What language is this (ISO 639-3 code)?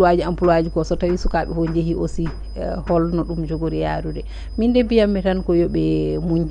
ful